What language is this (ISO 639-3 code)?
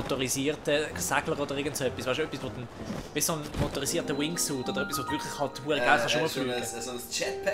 gsw